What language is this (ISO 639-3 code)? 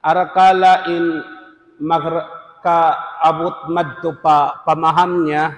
tsg